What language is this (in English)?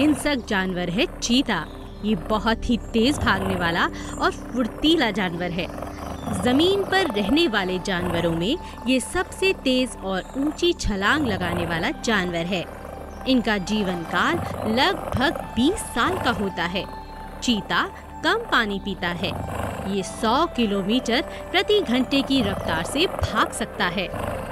Hindi